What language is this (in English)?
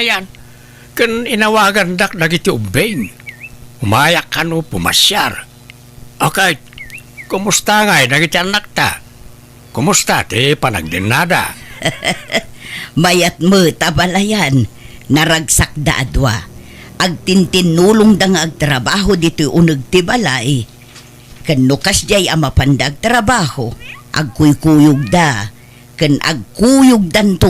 Iloko